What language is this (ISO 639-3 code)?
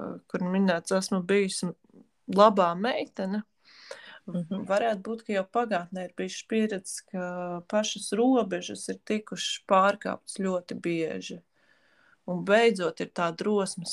lav